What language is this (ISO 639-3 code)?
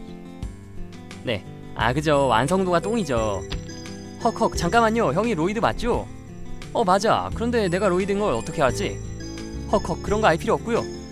kor